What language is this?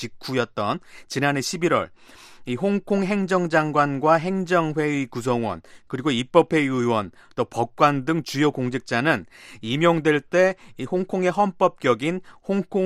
Korean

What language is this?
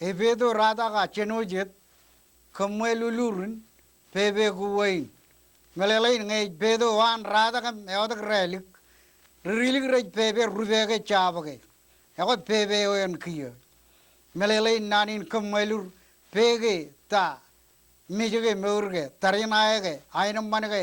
Marshallese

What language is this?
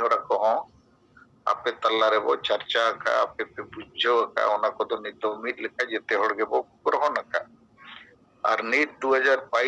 Santali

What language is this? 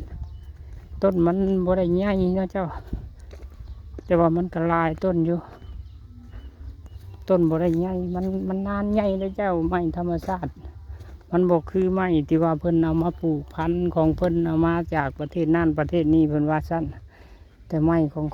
Lao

